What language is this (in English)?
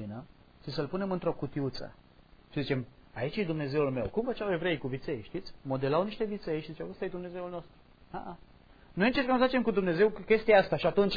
Romanian